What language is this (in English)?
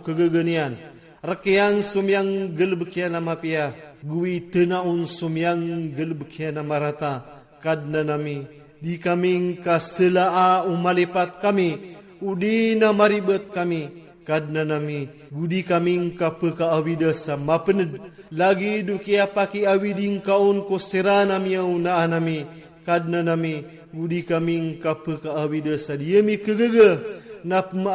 Iranun (Philippines)